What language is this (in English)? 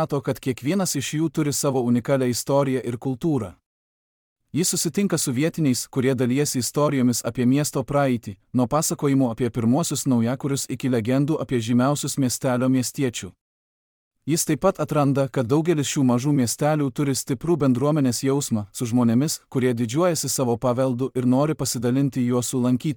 Lithuanian